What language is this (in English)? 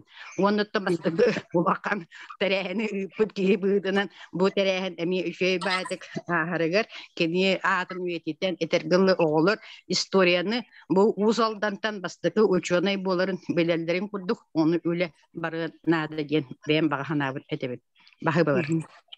Yakut